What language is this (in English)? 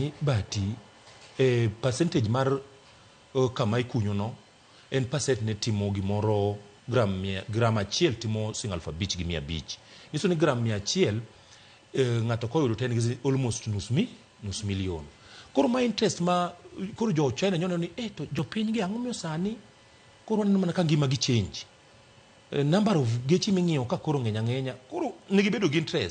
Luo (Kenya and Tanzania)